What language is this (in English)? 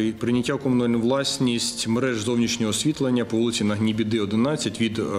Ukrainian